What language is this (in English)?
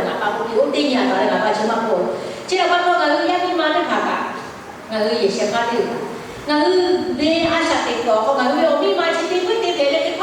Lahu